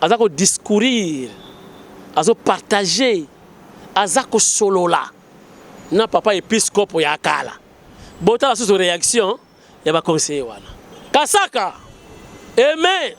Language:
Lingala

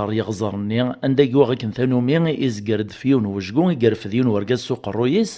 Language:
Kabyle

